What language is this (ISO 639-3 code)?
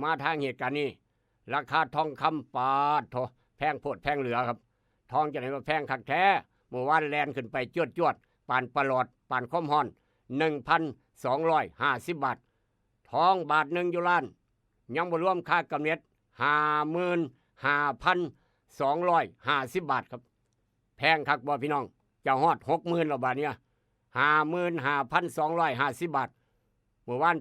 tts